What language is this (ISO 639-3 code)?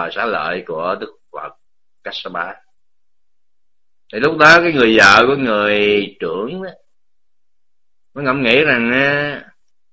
vie